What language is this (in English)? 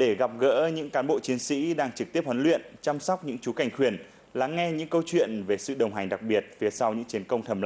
Vietnamese